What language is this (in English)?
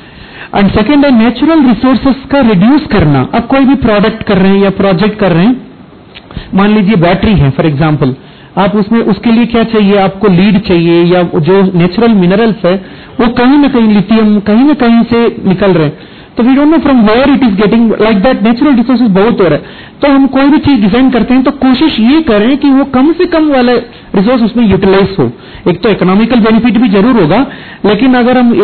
Hindi